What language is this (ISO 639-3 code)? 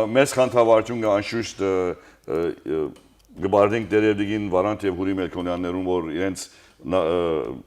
hyw